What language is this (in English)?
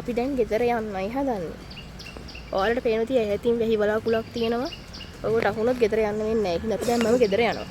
Sinhala